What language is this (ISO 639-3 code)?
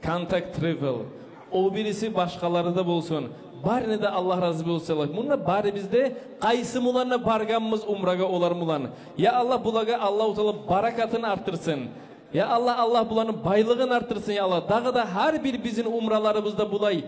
kum